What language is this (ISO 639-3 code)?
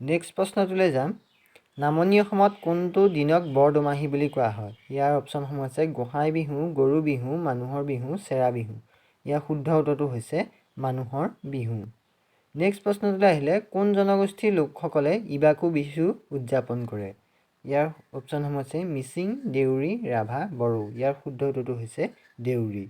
asm